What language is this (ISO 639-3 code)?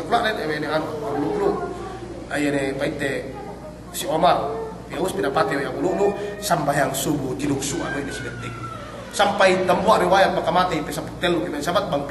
yka